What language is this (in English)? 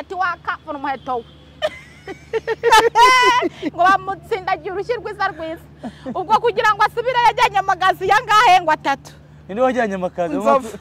Kinyarwanda